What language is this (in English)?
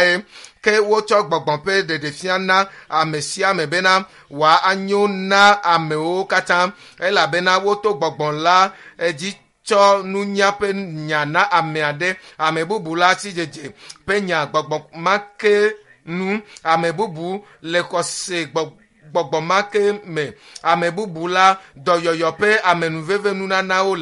Ewe